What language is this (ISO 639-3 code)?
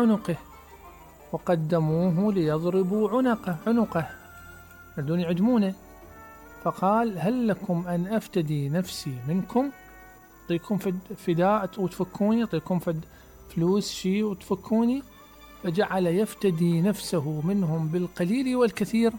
acm